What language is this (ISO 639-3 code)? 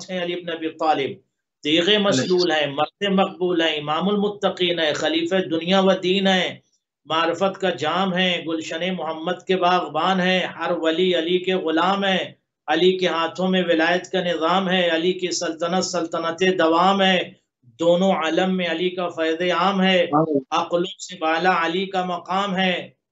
urd